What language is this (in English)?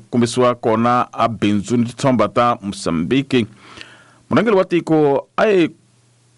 Tsonga